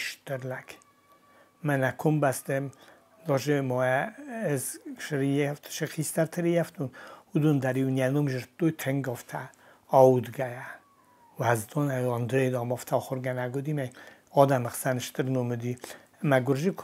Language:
Ossetic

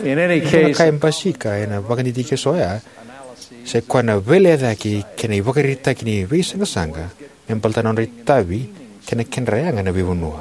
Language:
Fijian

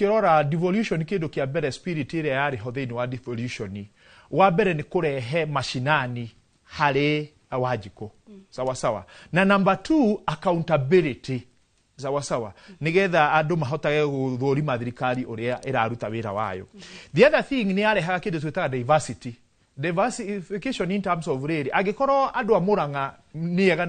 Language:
Kikuyu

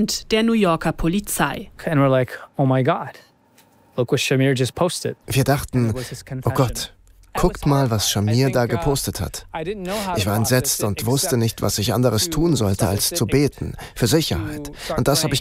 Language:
German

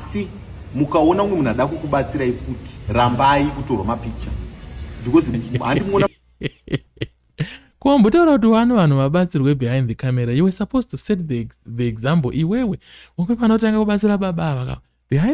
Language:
Shona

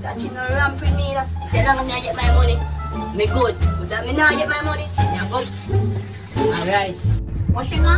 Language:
Jamaican Creole English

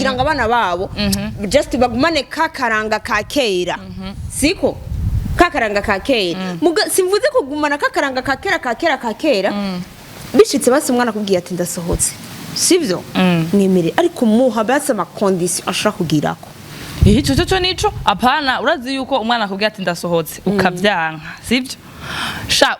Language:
Rundi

